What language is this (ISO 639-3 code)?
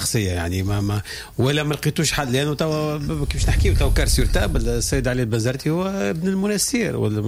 aeb